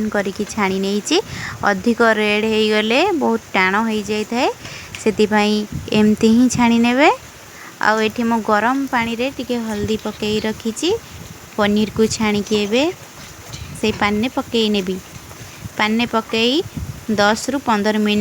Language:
Odia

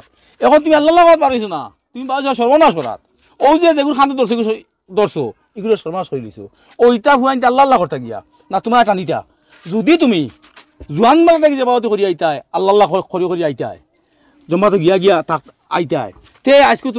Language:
Sylheti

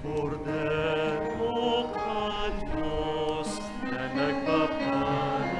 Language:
Bikol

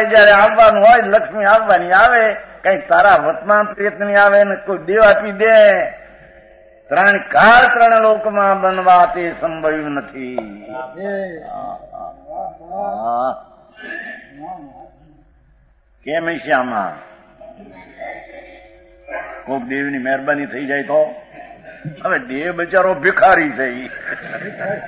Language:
Gujarati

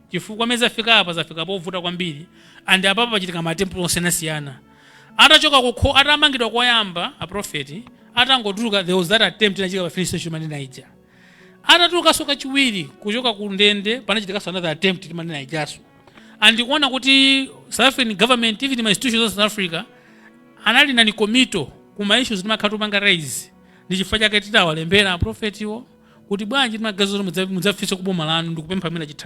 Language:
Nyanja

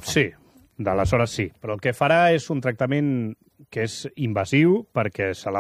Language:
Catalan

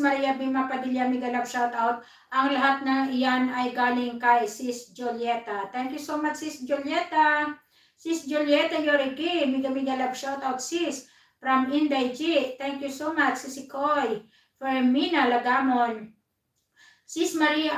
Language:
Filipino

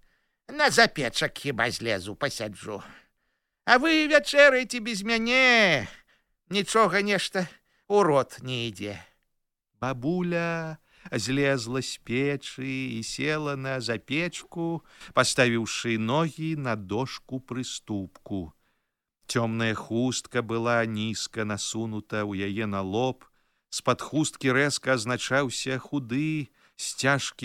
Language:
Belarusian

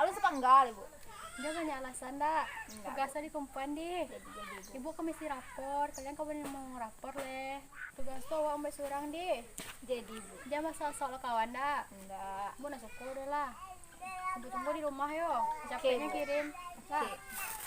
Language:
Minangkabau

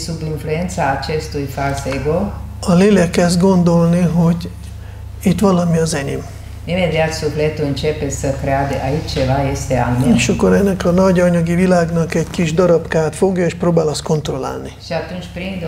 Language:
Hungarian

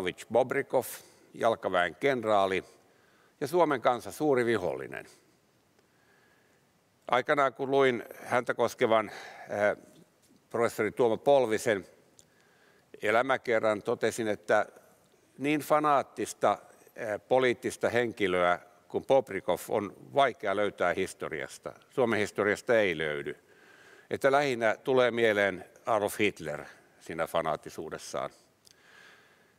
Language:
Finnish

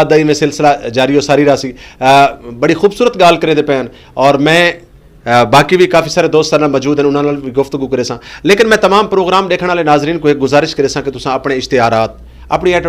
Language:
Saraiki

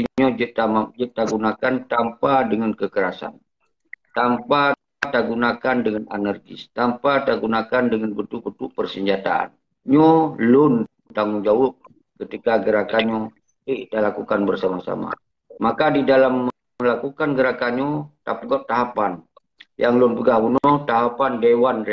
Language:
Achinese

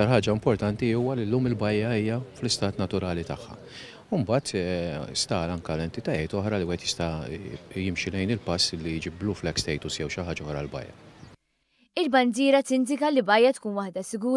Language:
Maltese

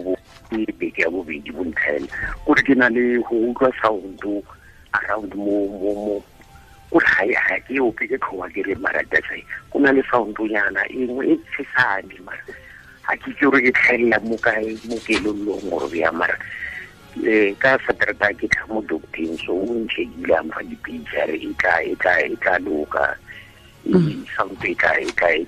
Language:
Tswana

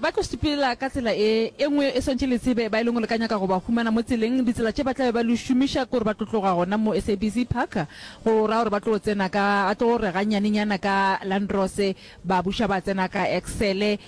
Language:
Northern Sotho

